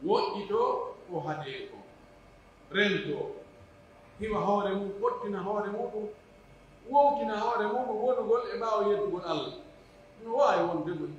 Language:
Pular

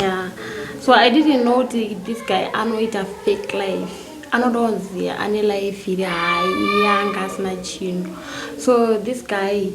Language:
Shona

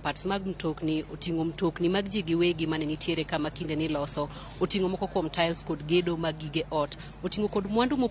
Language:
Luo (Kenya and Tanzania)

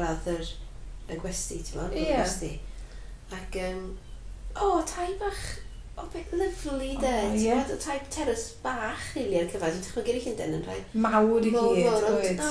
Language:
Welsh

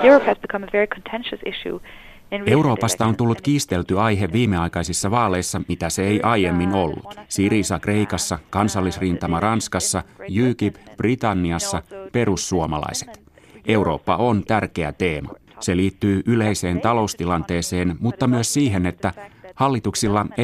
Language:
Finnish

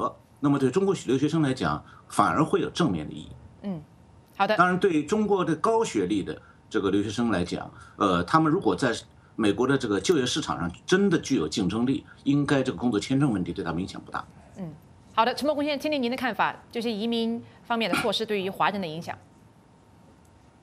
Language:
Chinese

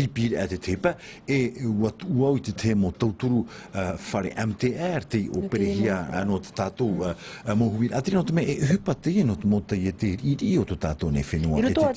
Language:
Tahitian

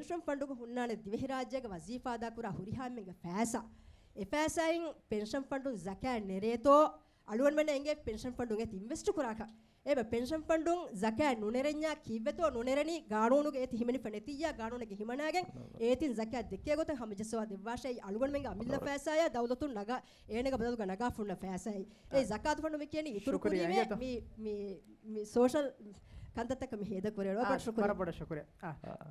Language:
Divehi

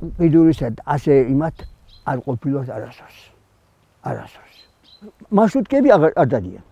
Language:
Georgian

